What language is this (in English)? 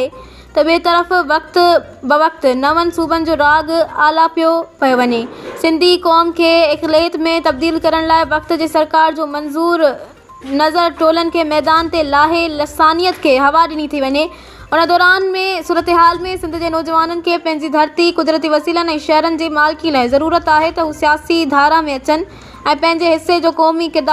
Sindhi